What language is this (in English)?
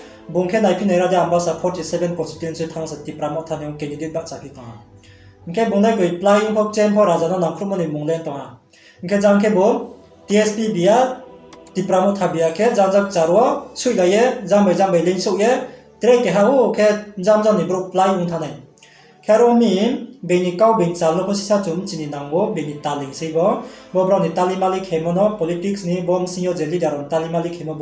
Riang (India)